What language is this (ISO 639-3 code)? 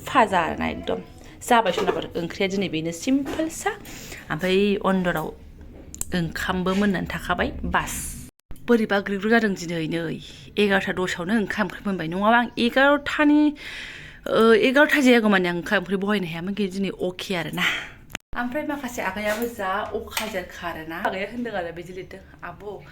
brx